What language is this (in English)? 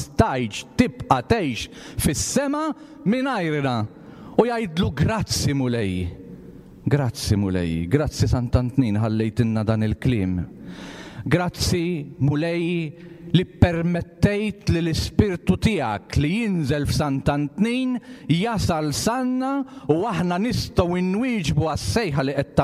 Maltese